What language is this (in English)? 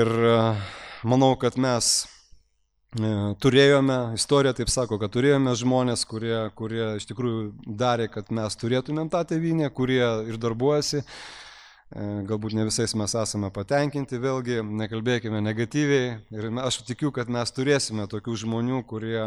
Lithuanian